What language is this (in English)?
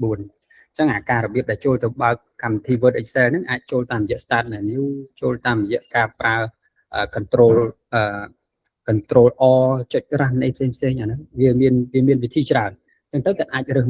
Khmer